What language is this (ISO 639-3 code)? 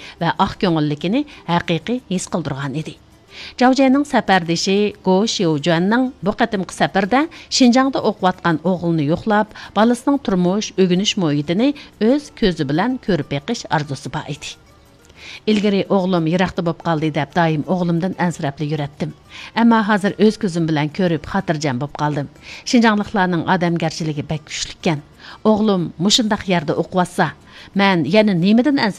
uig